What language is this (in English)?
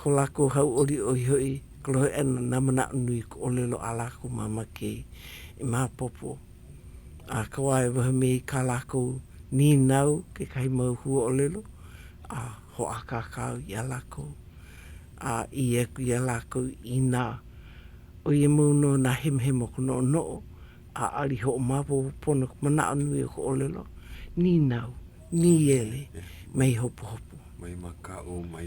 Hawaiian